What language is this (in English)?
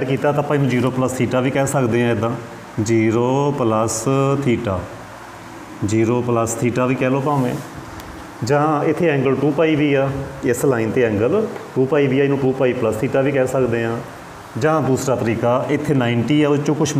Punjabi